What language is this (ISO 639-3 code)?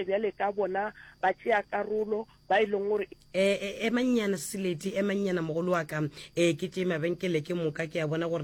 nso